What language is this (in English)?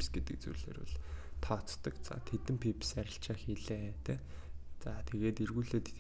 Mongolian